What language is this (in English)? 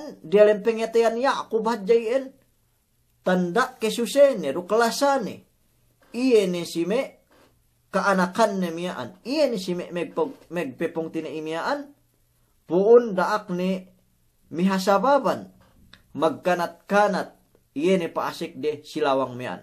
Yakan